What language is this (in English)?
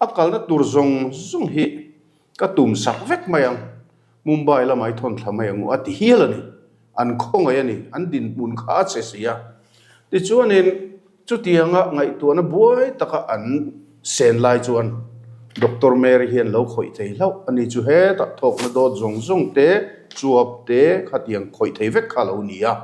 Mizo